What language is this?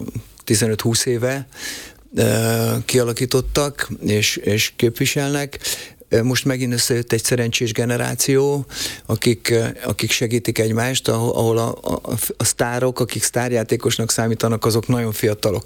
Hungarian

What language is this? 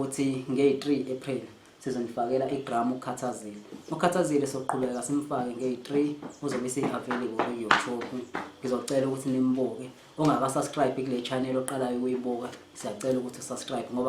Zulu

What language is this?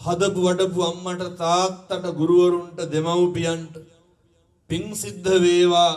Sinhala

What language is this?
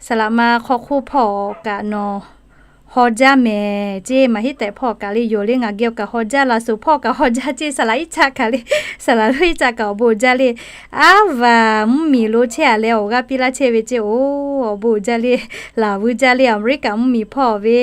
Lahu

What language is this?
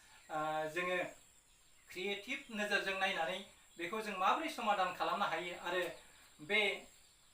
Bodo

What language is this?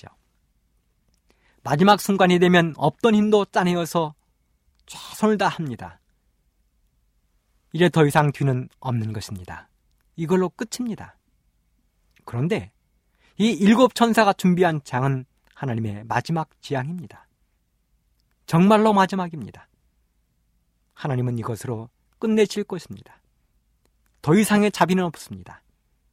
Korean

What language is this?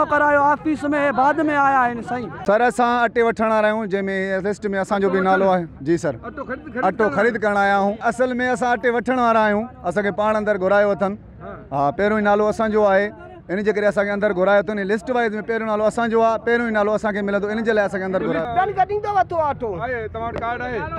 Sindhi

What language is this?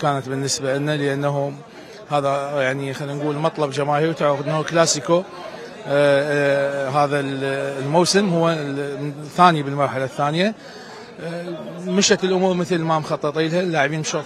Mesopotamian Arabic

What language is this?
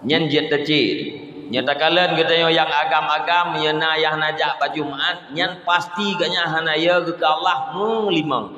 Achinese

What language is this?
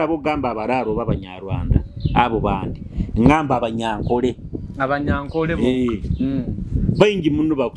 Nyoro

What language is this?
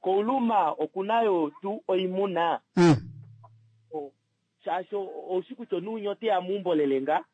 Kuanyama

